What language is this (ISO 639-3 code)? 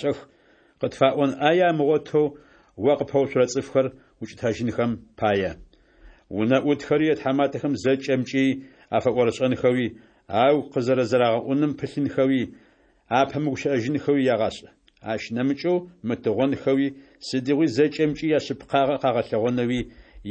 ady